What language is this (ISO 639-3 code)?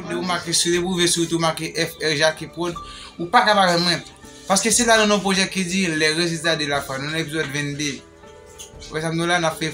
hat